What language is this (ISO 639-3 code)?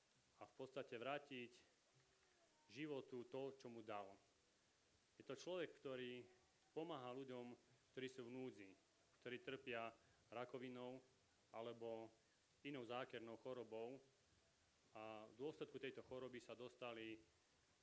slk